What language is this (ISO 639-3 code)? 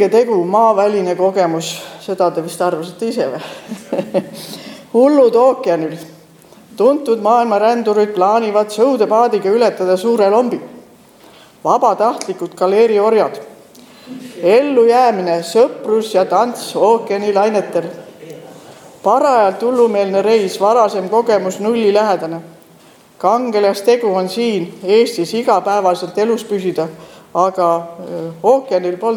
est